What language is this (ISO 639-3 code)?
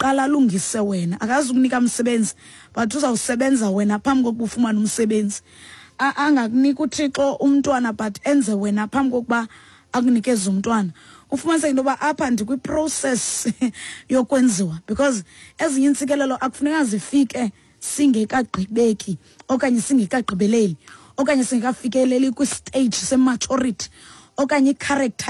xho